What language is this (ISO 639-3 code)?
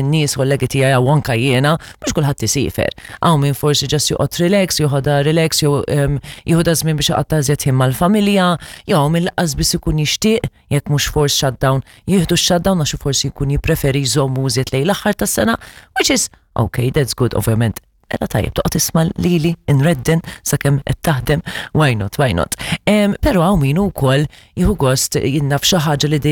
mlt